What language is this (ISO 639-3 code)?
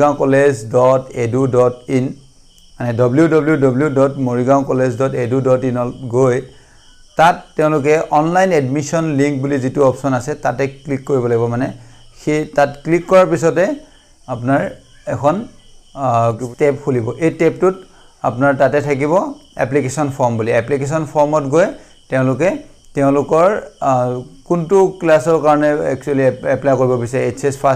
asm